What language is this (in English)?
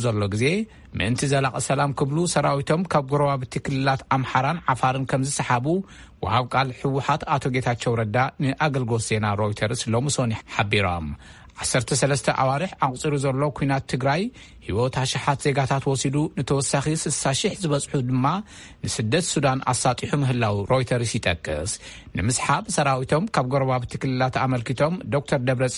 Tigrinya